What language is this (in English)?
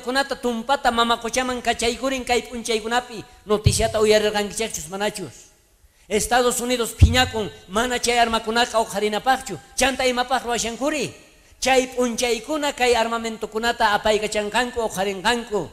South Bolivian Quechua